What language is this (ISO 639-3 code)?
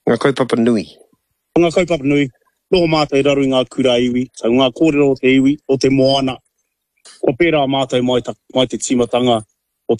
mri